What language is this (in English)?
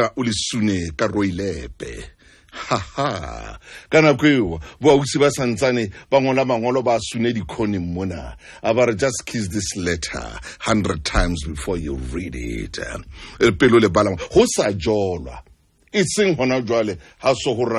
Southern Sotho